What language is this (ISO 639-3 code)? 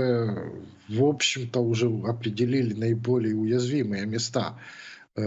rus